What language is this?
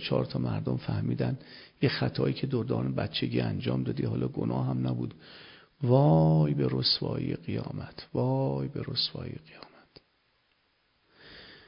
Persian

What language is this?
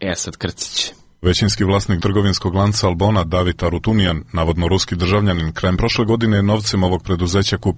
Serbian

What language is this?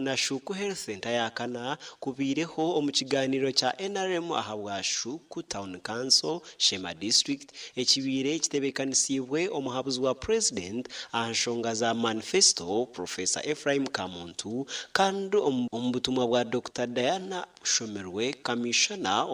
Nyankole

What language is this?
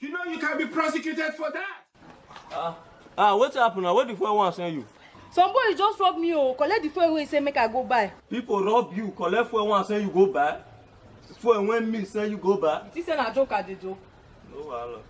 Nigerian Pidgin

